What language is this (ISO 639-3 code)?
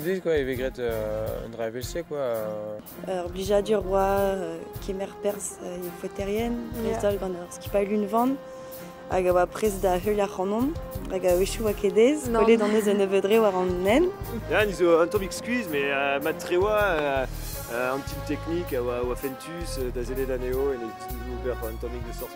bre